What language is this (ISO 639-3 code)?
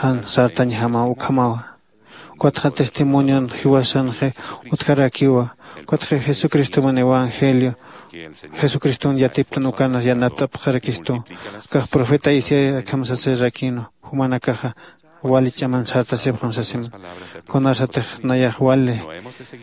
aym